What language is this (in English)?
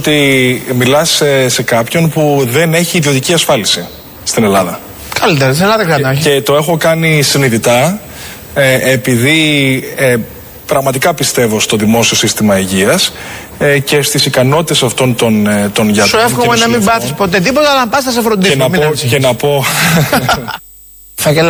Greek